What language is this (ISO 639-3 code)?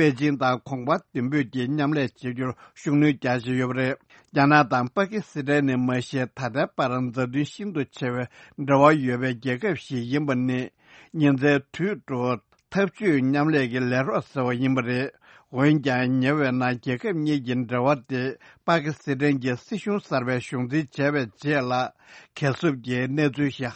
bod